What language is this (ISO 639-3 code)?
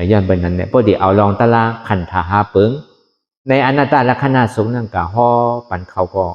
shn